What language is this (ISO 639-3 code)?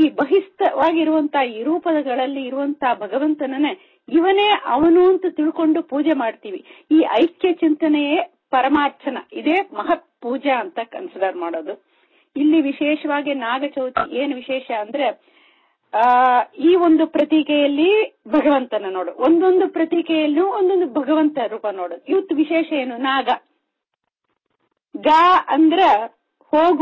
kan